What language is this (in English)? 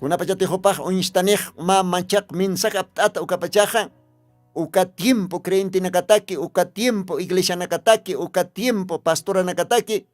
Aymara